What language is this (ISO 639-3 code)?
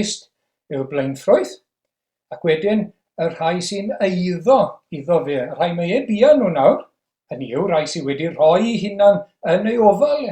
cym